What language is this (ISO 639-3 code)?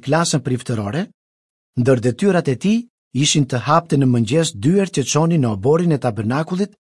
sqi